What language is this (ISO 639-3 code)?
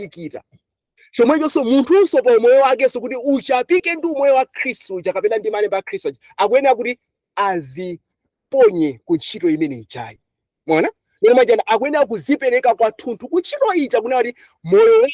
nya